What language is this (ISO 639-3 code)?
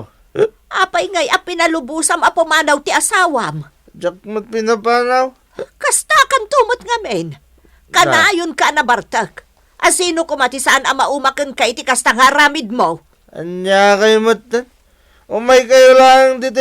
ilo